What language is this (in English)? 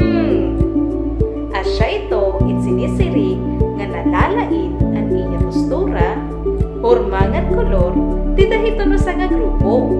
Waray